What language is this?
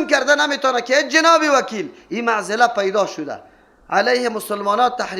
Persian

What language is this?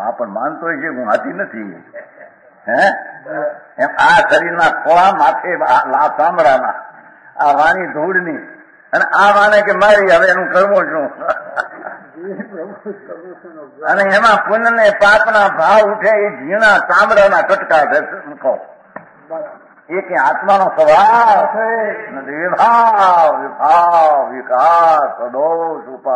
Gujarati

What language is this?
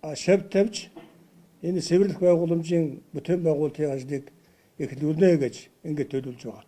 Mongolian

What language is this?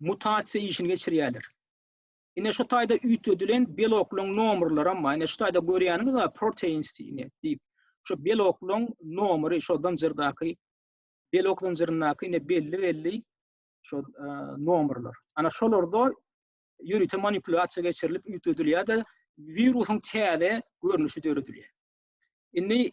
Turkmen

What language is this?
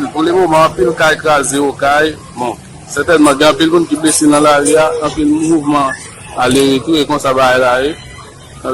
Haitian Creole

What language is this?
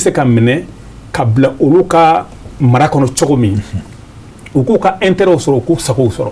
Bambara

